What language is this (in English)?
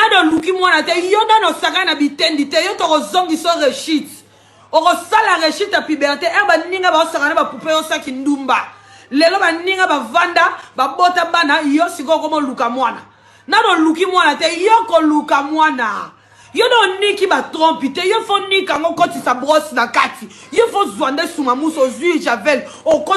Lingala